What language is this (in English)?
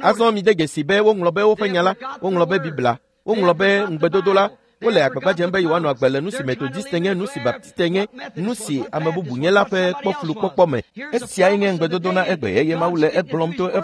Ewe